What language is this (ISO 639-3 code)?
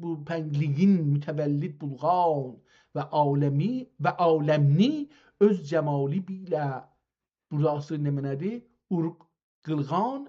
azb